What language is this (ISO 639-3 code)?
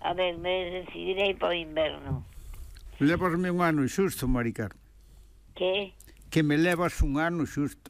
glg